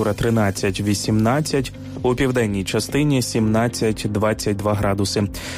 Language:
Ukrainian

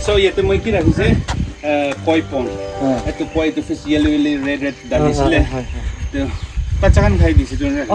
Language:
Naga Pidgin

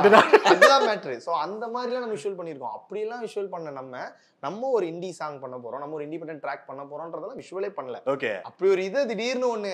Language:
Tamil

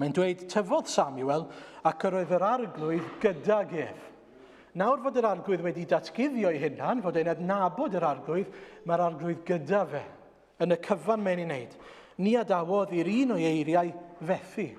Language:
Welsh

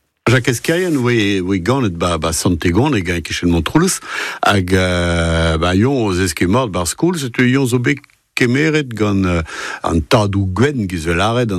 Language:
Breton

